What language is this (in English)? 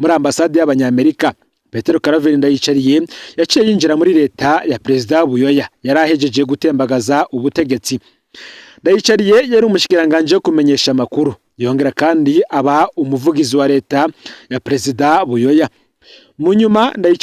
Rundi